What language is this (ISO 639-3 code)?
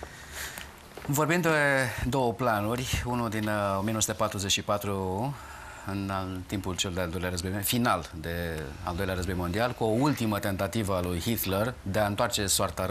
ron